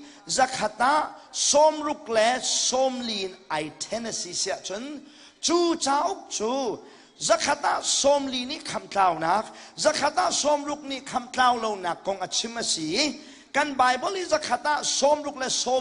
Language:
Hakha Chin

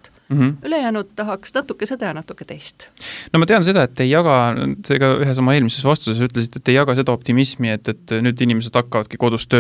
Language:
Estonian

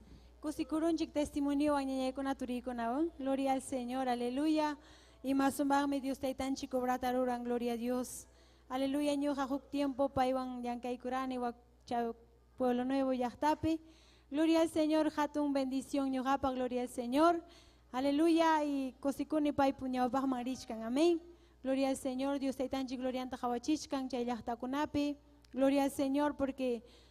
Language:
Ayacucho Quechua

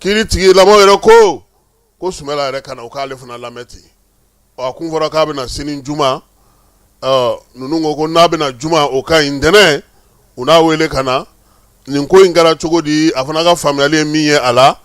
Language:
Bambara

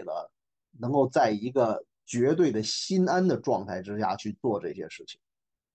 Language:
Chinese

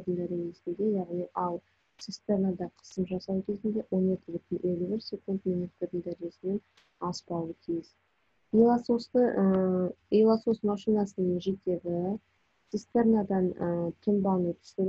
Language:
Kazakh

